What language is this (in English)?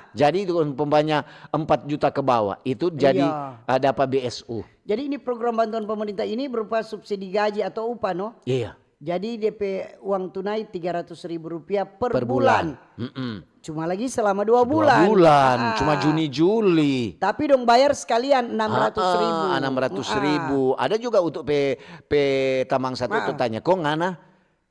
Manado Malay